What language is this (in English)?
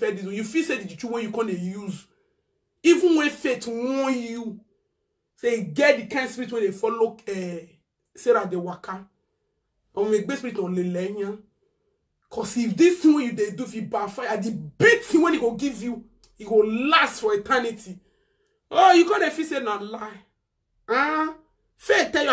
Nigerian Pidgin